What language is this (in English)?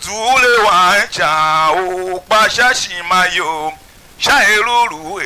Tiv